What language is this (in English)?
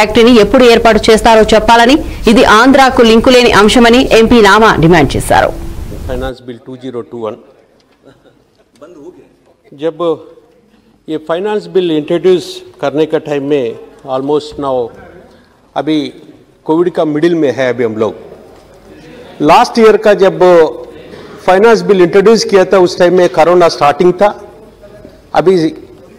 Telugu